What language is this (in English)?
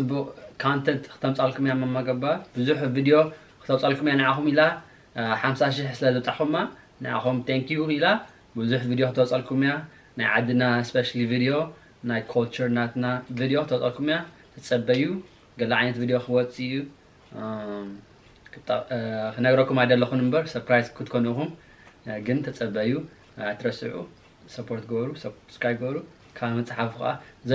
Tigrinya